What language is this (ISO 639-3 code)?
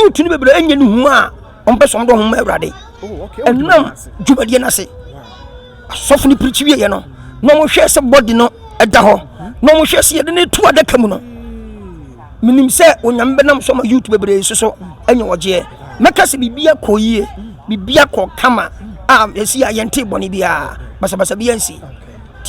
aka